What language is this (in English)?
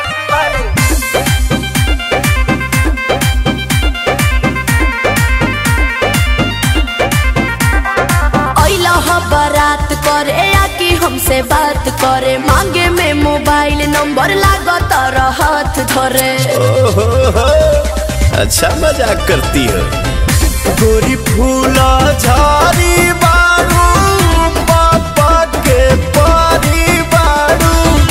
Bhojpuri